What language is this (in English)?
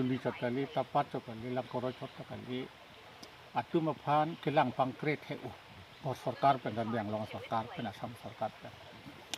Karbi